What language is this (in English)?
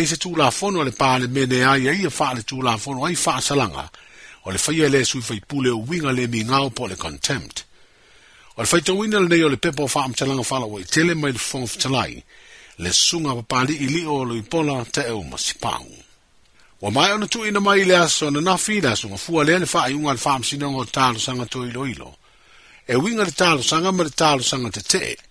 Samoan